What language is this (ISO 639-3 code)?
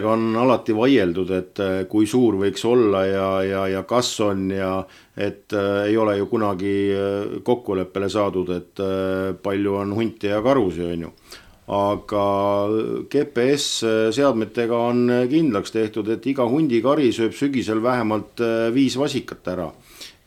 est